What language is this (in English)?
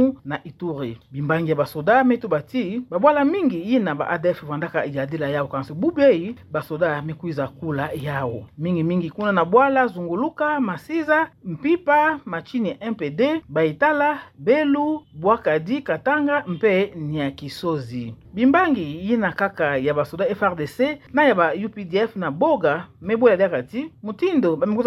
Kituba (Democratic Republic of Congo)